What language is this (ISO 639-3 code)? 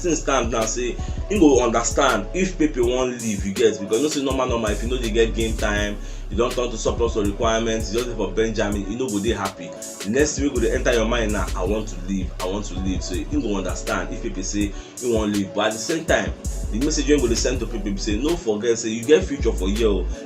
pcm